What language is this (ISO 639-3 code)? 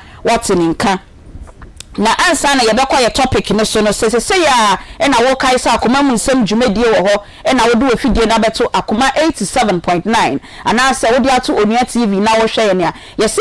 aka